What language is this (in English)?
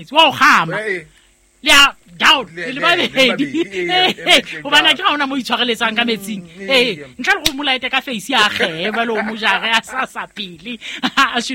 Southern Sotho